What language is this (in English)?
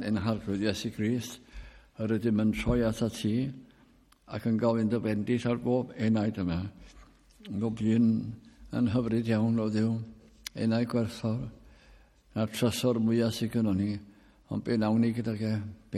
Welsh